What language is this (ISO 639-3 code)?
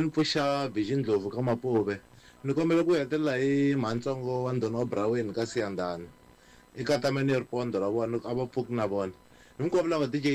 tso